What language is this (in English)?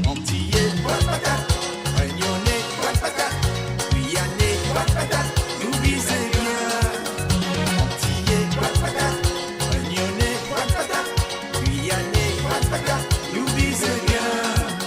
Morisyen